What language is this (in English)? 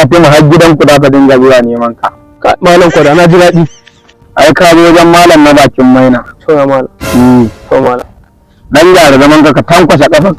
Hausa